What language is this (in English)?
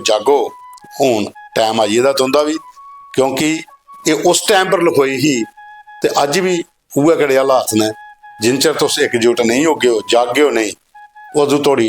Dogri